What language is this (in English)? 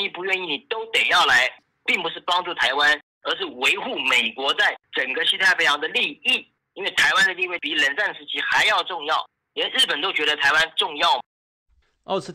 Chinese